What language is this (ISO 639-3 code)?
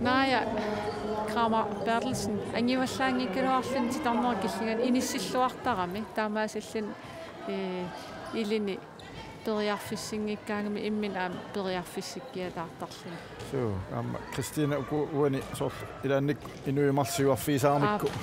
kal